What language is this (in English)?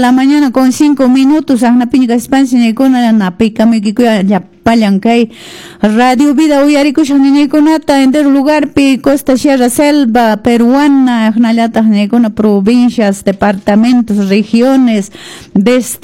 Quechua